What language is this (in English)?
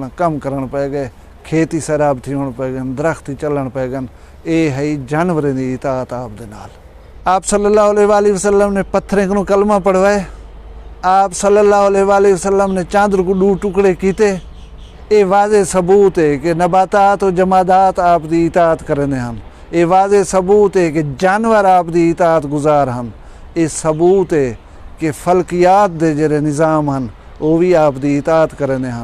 Saraiki